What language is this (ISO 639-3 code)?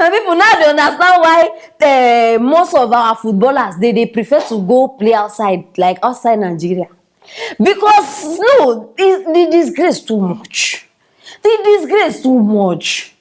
pcm